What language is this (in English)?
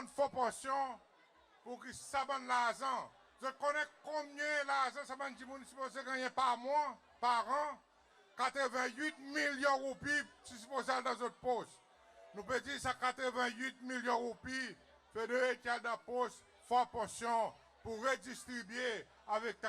Seselwa Creole French